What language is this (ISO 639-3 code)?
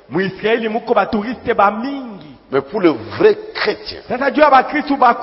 swa